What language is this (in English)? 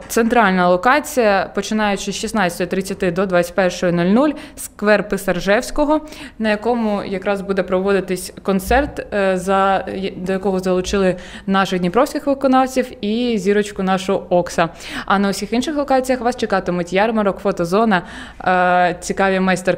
Ukrainian